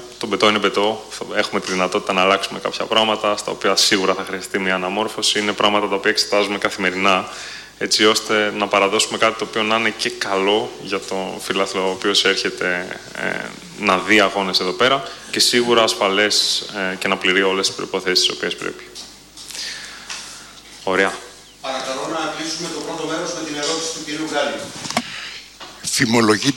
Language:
Greek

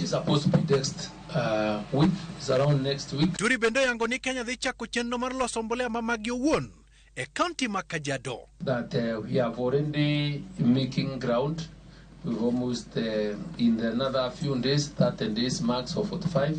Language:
Luo (Kenya and Tanzania)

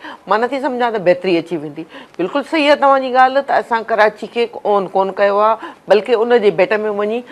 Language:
Sindhi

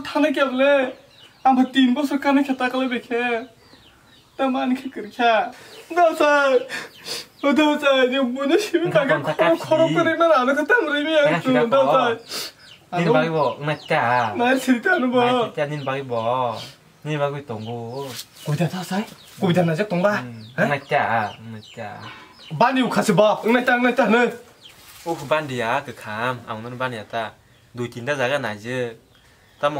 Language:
Kok Borok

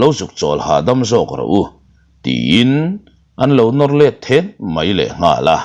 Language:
Mizo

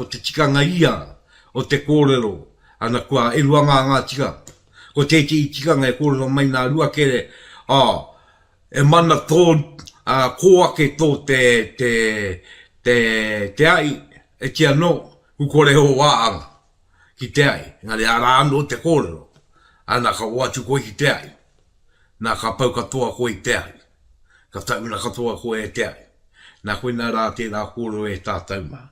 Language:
Māori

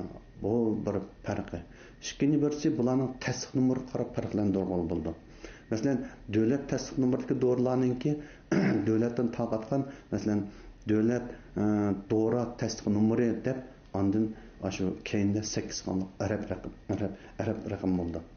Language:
Uyghur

